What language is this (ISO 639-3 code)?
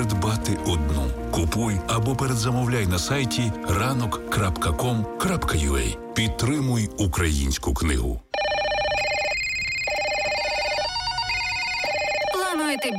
ukr